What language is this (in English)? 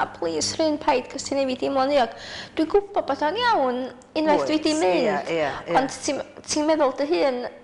Welsh